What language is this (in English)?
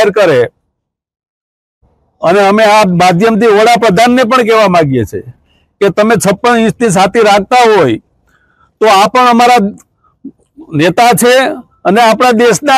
Gujarati